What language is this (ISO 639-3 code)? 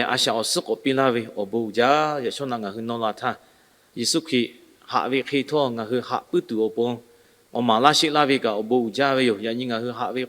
lhu